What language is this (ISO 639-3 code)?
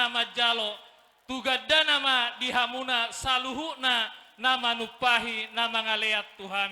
bbc